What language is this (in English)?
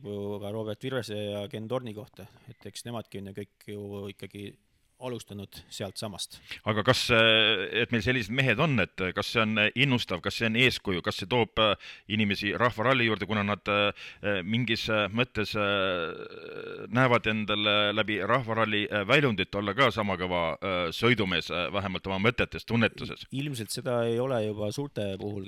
Estonian